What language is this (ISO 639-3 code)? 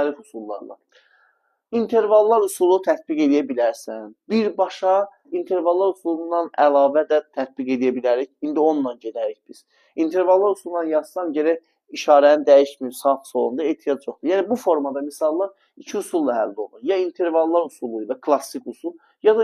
aze